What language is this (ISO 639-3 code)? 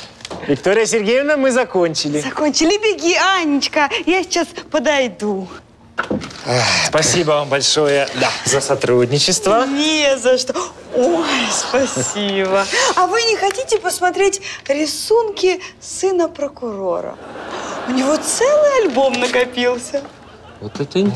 rus